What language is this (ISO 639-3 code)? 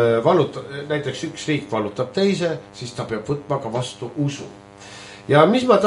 est